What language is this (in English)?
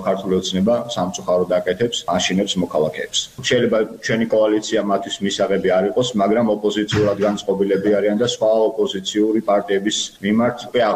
Georgian